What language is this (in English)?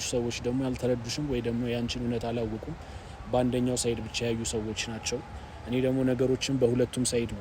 Amharic